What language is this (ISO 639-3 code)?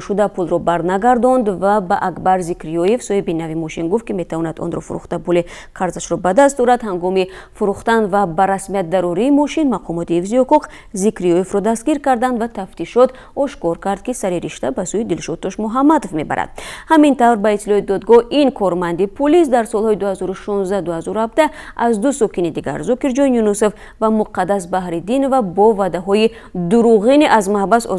tgk